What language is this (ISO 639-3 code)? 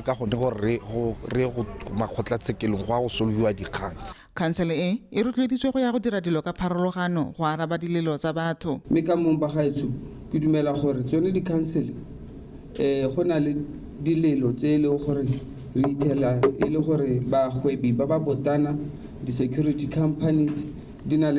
tsn